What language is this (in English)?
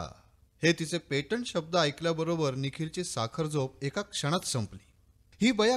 Marathi